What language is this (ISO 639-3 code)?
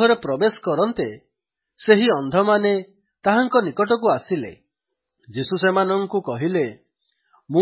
ori